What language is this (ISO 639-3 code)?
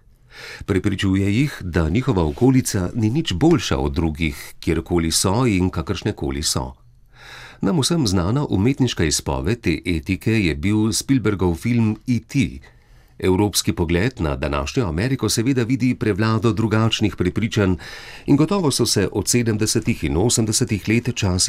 slv